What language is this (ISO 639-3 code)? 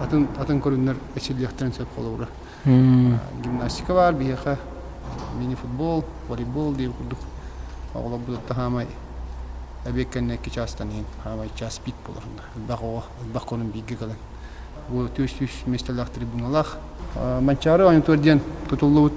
sah